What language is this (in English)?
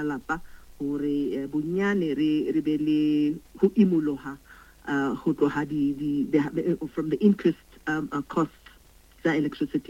Northern Sotho